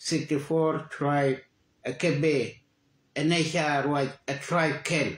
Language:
Nuer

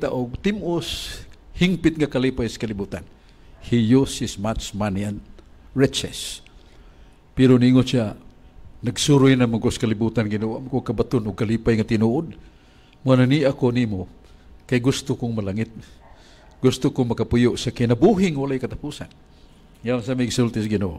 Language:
Cebuano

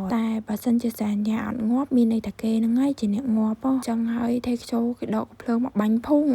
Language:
Khmer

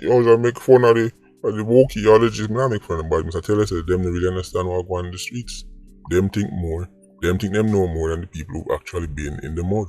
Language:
Jamaican Creole English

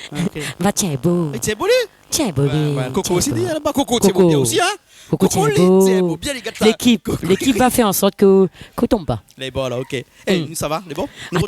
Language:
Réunion Creole French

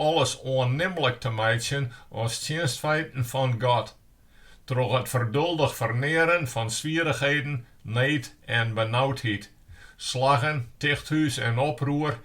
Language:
Western Frisian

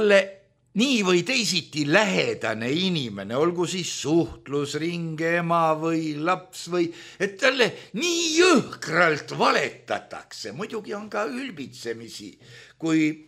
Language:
Estonian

